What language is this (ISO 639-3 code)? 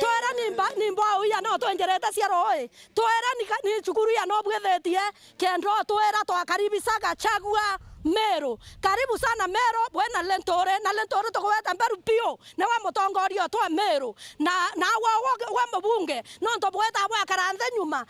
mer